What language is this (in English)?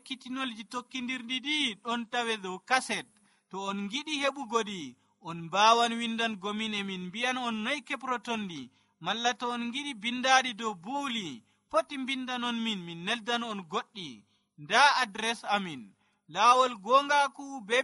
Nigerian Fulfulde